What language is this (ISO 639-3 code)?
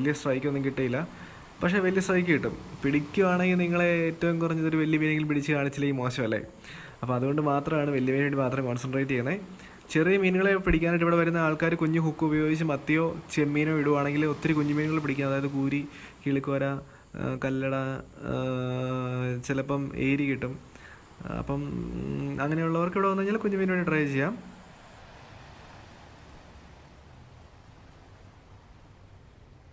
mal